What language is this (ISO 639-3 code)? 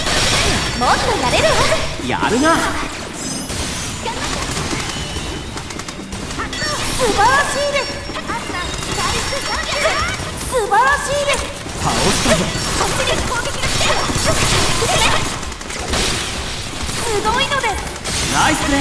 jpn